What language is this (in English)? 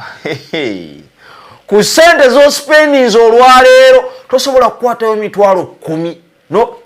Ganda